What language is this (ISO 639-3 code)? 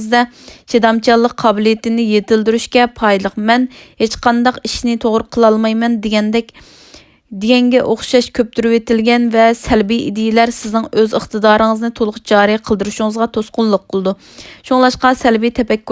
uig